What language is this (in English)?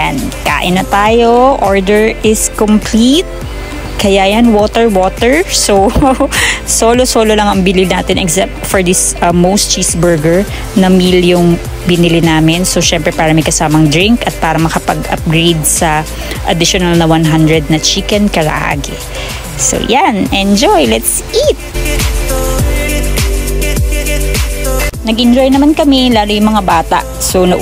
Filipino